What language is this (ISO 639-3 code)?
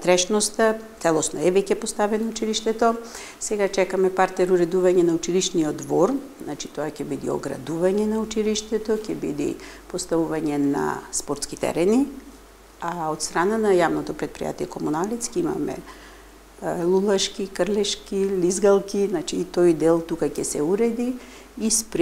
mkd